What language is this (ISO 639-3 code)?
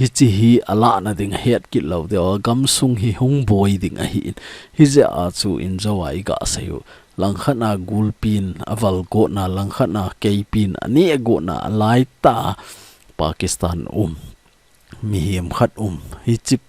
tcz